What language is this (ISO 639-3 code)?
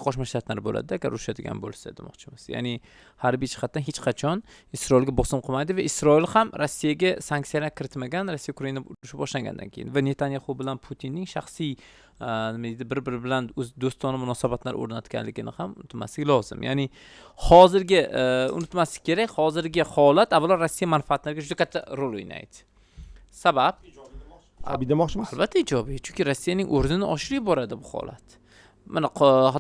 uzb